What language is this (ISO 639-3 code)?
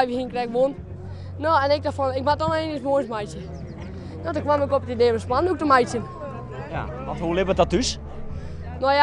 fry